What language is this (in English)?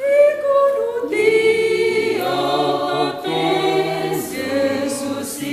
Batak Toba